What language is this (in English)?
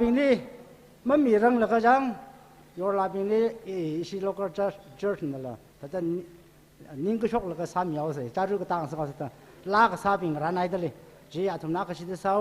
Tangkhul Naga (India)